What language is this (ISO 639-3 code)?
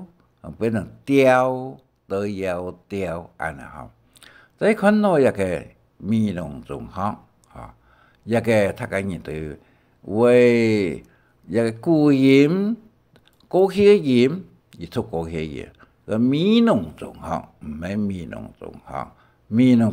hak